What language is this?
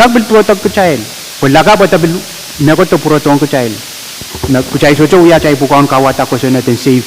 Pohnpeian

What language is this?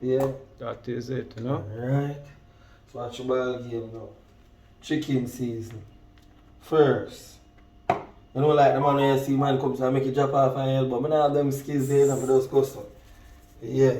Jamaican Creole English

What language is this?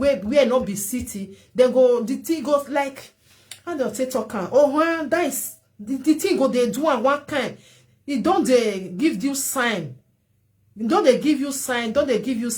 Nigerian Pidgin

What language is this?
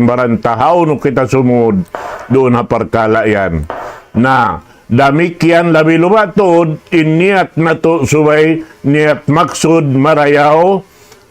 Tausug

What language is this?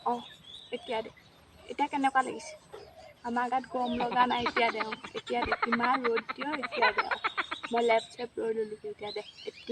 Assamese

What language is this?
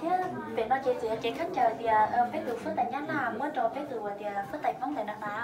Hmong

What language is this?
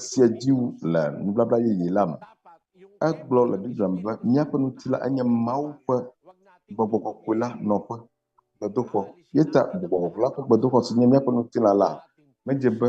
Ewe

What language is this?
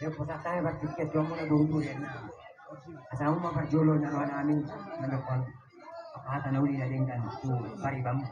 Batak Toba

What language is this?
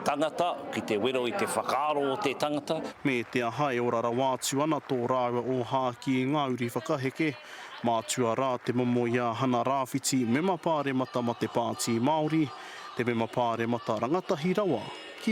Māori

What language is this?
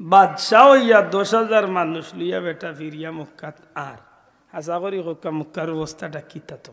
Sylheti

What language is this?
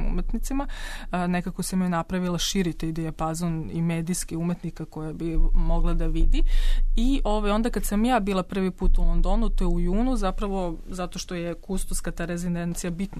Serbian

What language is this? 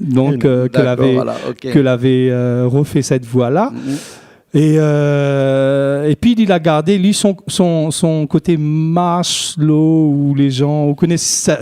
Réunion Creole French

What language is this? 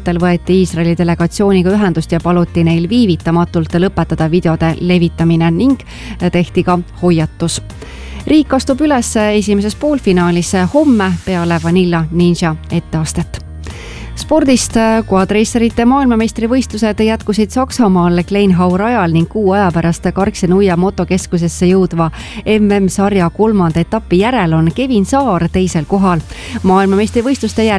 Estonian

